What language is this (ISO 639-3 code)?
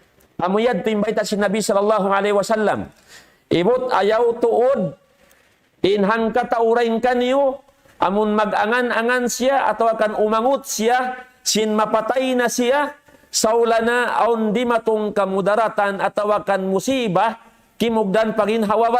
tsg